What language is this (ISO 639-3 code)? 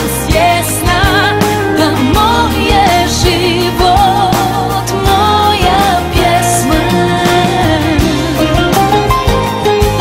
hrv